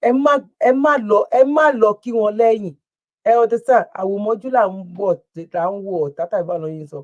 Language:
Yoruba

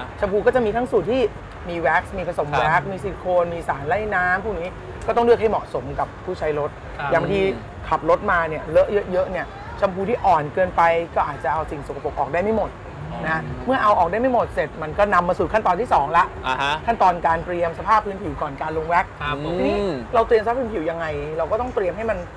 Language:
Thai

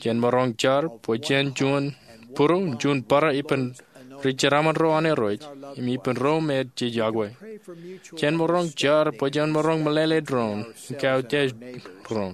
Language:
Marshallese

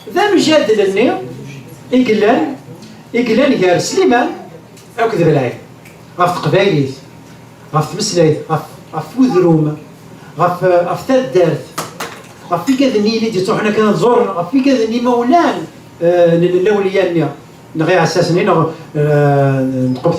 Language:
Kabyle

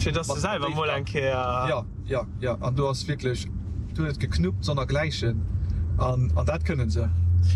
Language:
Luxembourgish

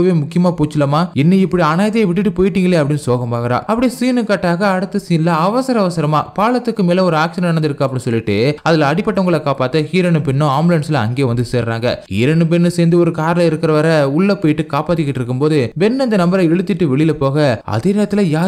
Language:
Tamil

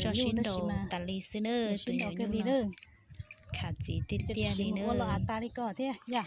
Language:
Hmong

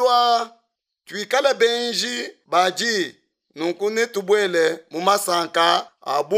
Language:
Luba-Lulua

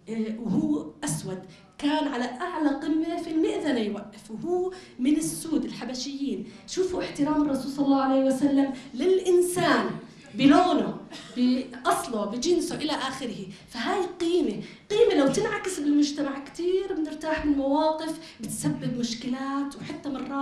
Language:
North Levantine Arabic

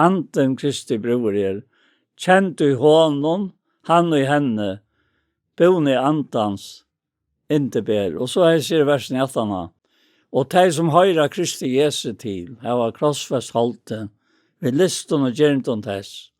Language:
Faroese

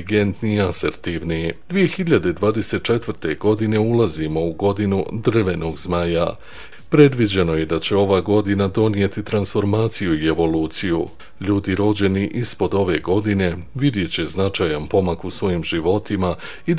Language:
Bosnian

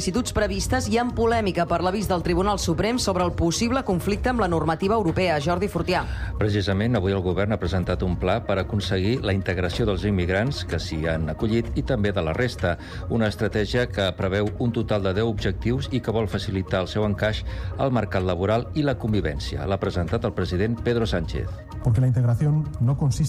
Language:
Catalan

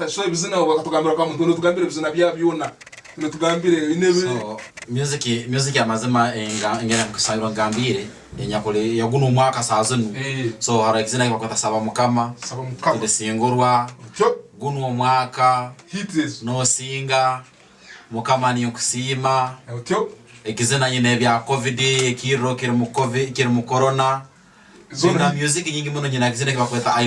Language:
Tooro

